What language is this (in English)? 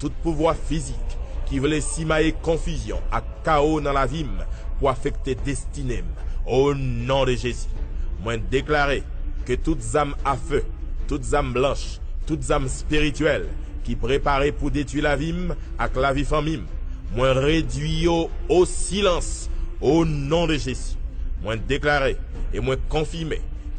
Haitian Creole